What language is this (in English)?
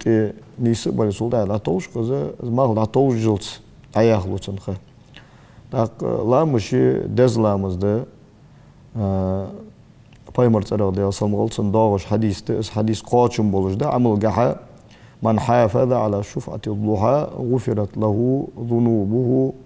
Ingush